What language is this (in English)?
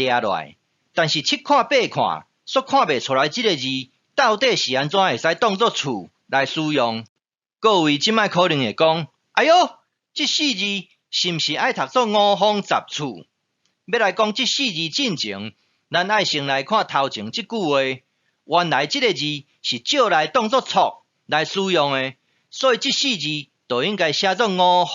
Min Nan Chinese